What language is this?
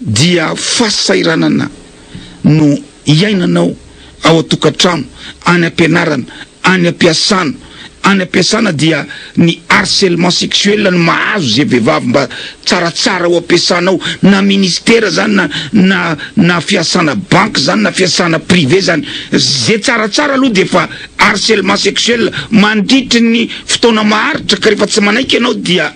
Malagasy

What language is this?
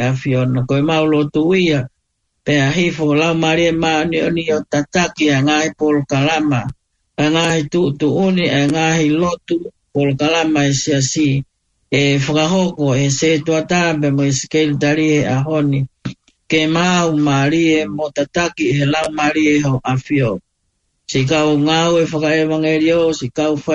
Tongan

